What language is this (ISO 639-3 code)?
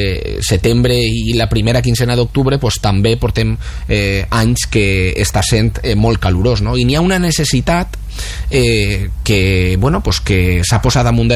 cat